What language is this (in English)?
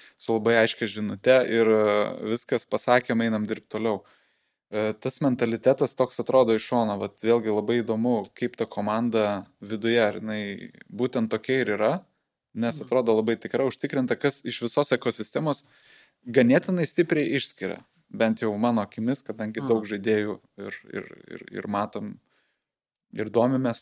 Lithuanian